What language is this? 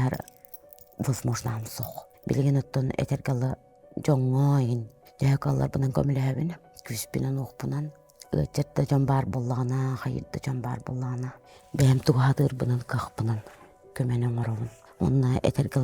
Yakut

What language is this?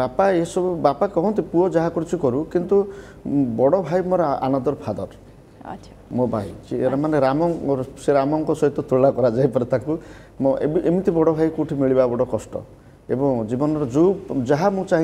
Odia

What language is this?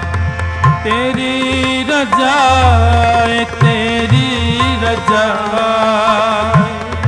Hindi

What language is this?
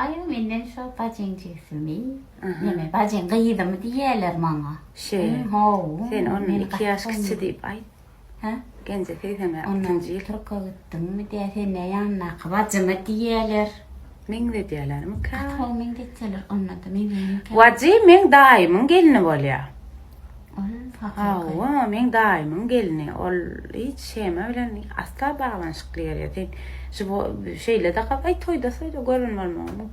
Turkmen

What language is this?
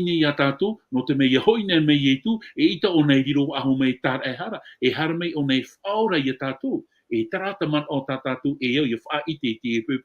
Tahitian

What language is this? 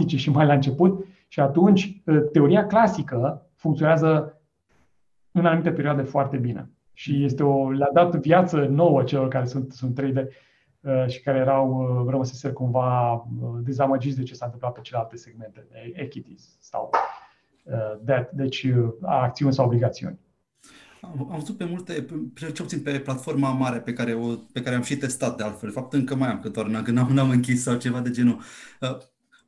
Romanian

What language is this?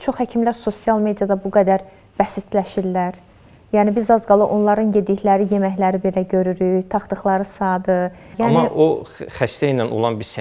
Azerbaijani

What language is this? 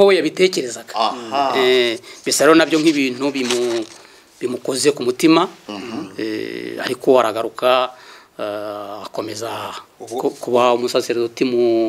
Kinyarwanda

